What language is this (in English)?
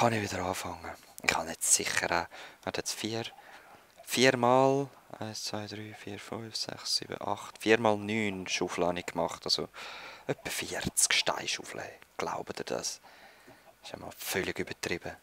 Swiss German